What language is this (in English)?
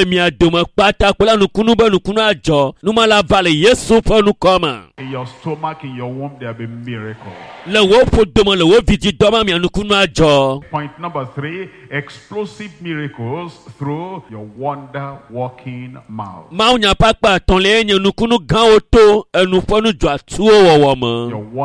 Ewe